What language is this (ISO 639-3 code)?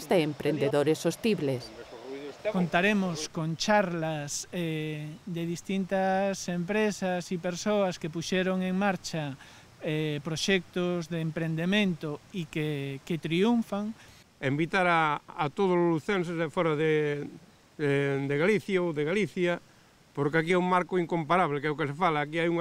glg